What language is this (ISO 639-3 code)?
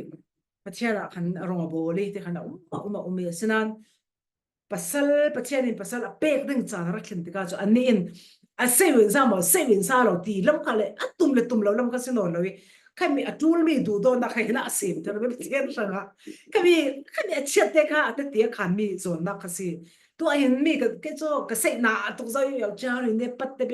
cfm